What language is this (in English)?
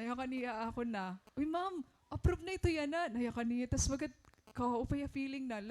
Waray